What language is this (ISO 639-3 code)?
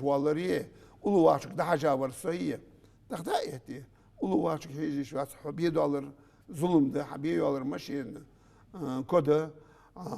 inh